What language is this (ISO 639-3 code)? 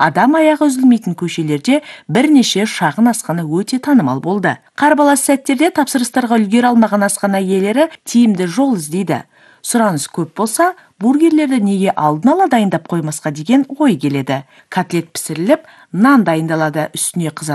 kaz